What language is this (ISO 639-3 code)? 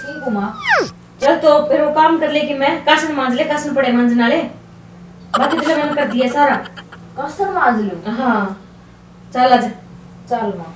bgc